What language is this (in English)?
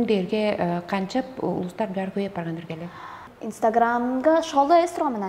Tuvinian